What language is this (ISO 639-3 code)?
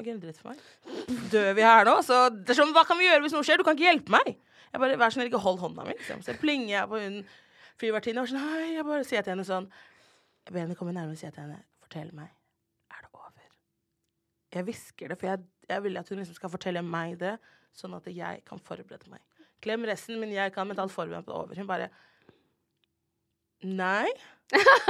nor